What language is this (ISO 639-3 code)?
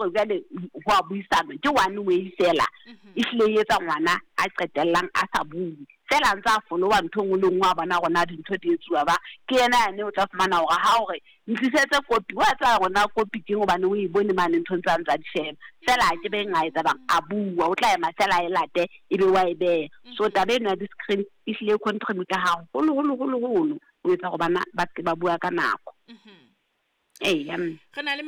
sot